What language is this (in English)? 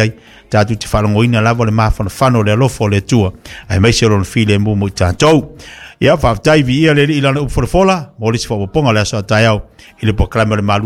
Samoan